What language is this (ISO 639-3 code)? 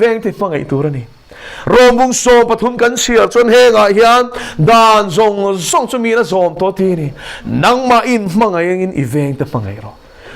lus